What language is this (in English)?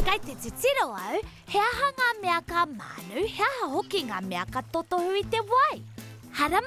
Māori